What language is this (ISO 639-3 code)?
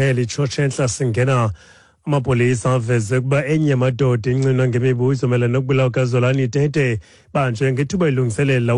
xho